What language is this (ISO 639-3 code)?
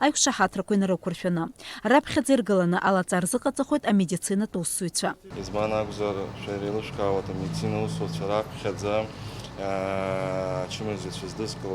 abk